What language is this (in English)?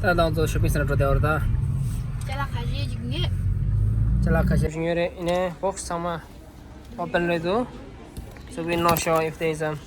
Tibetan